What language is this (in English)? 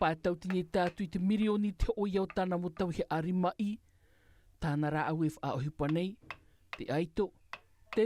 Tahitian